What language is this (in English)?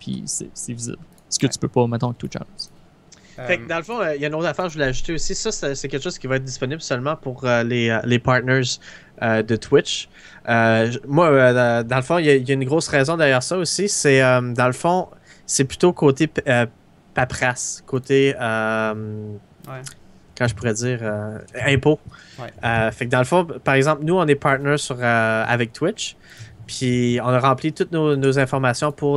French